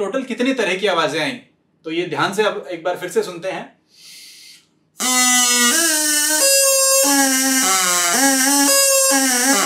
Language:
Hindi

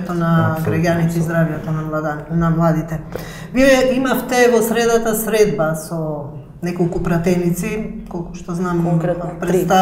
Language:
Macedonian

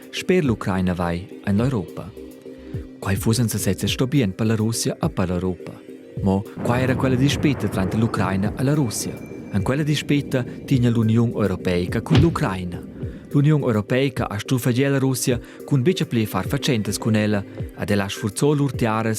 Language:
Romansh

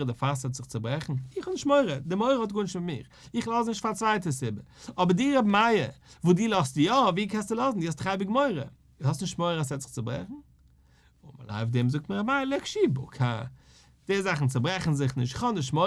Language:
Yiddish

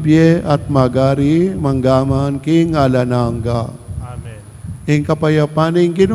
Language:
Pampanga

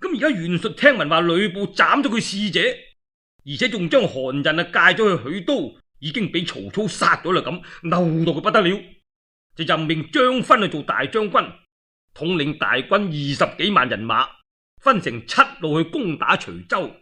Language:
Cantonese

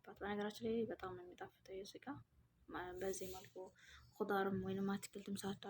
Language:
Amharic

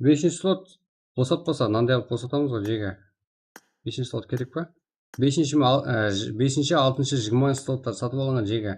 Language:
Kara-Kalpak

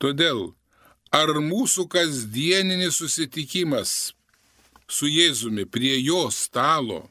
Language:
Lithuanian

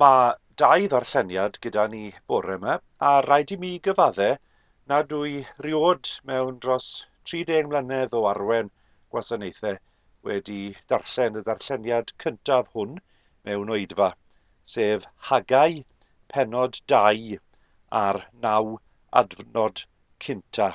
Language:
Welsh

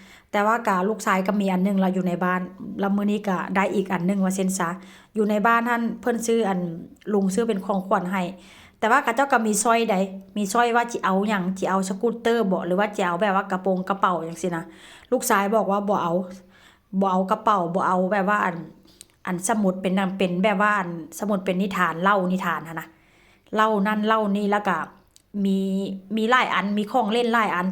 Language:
Northeastern Thai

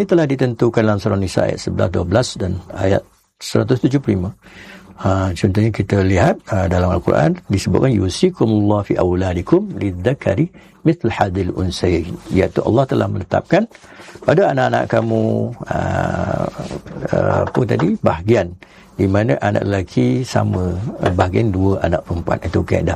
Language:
Malay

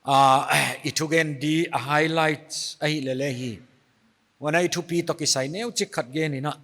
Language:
Paite Chin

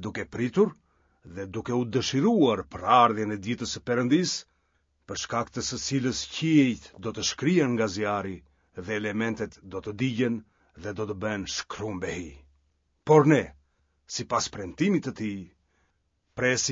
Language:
Albanian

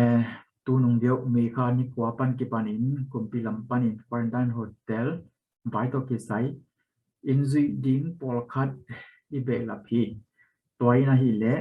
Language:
Tedim Chin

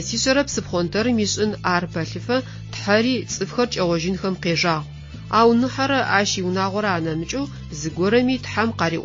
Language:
Adyghe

